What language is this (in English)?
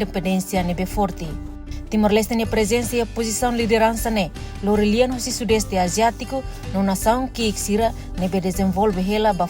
Tetum